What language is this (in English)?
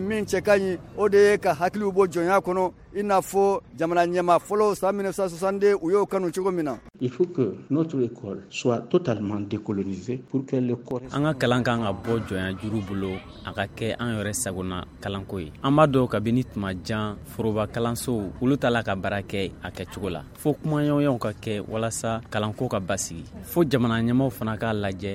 Bambara